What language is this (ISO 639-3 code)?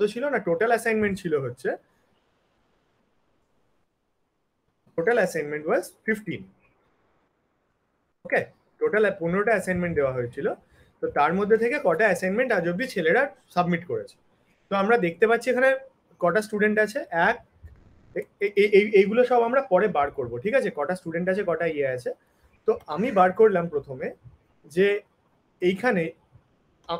ben